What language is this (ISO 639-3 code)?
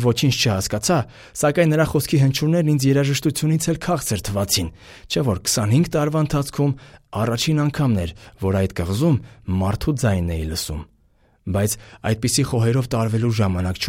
hye